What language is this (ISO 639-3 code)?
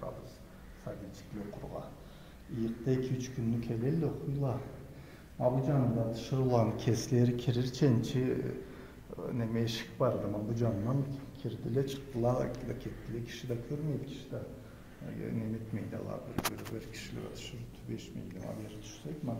krc